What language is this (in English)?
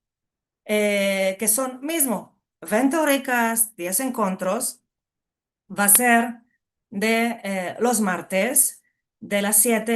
Ladino